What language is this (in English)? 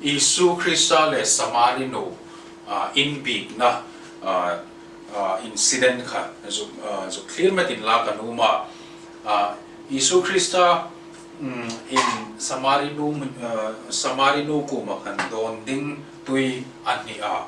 Hmar